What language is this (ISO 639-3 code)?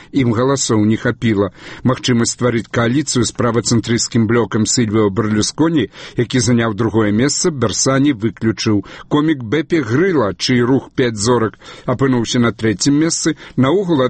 bel